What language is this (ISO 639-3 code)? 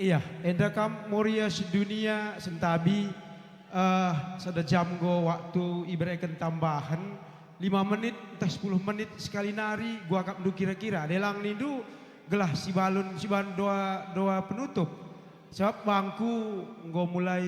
btx